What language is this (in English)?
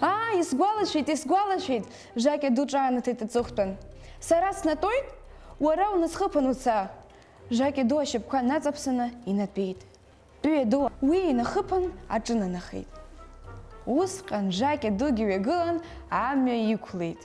Abkhazian